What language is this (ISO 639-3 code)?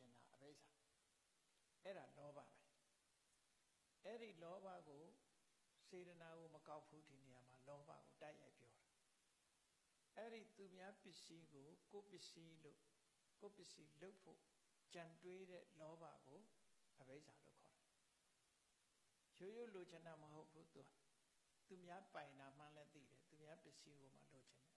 mya